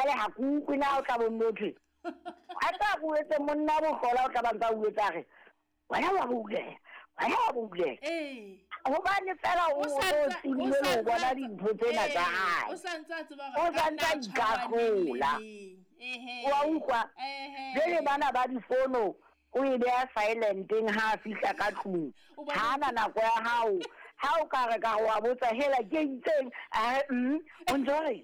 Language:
Southern Sotho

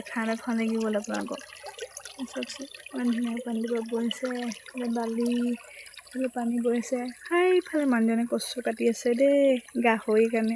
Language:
Assamese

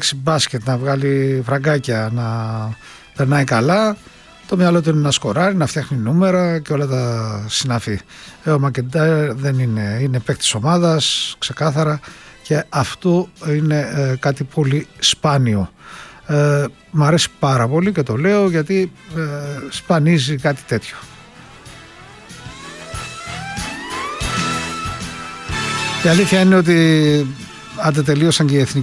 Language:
Greek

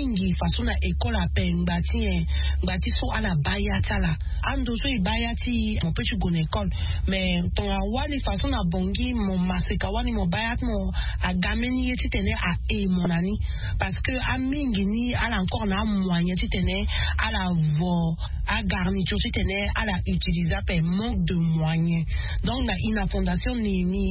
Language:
Sango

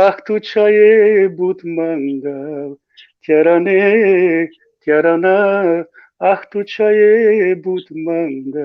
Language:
Balkan Romani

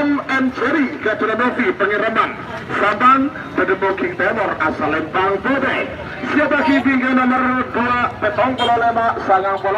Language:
Madurese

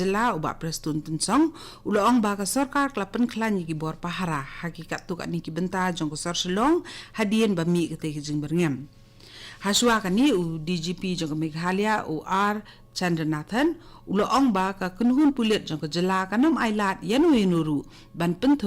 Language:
Khasi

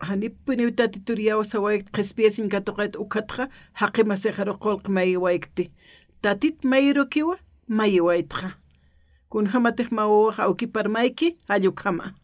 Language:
Aymara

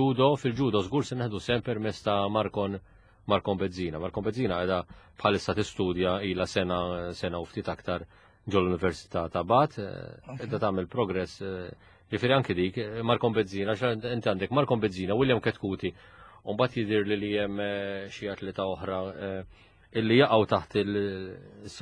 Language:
Maltese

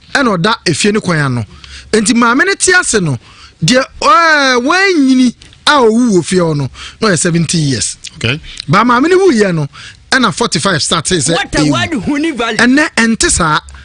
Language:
Akan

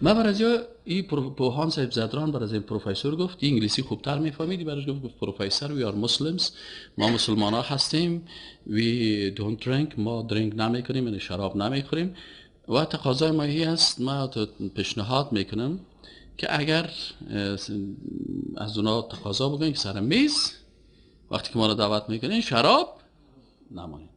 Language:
Persian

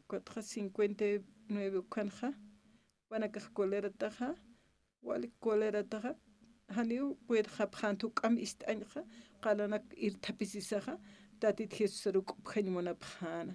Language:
Aymara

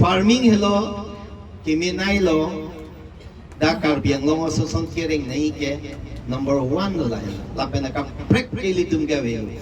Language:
Karbi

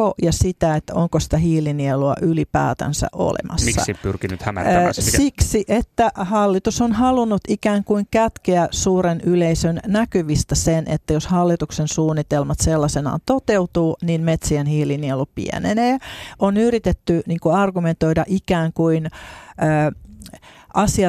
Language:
Finnish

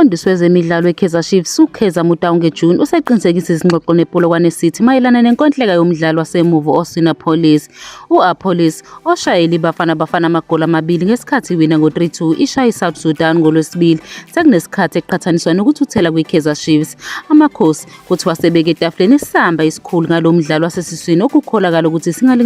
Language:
Zulu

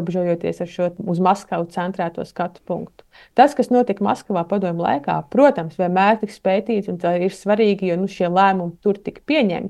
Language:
Latvian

